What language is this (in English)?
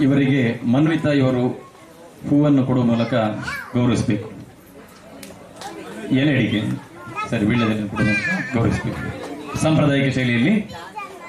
Kannada